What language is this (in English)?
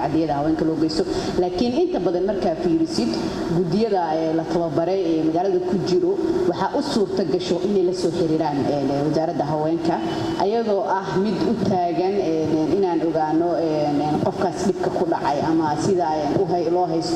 Somali